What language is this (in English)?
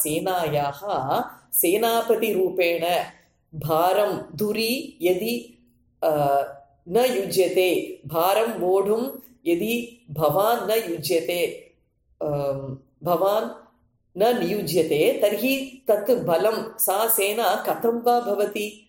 Sanskrit